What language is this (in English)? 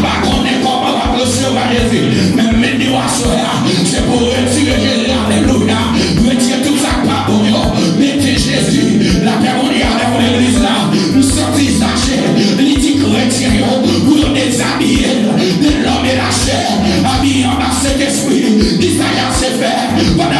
Haitian Creole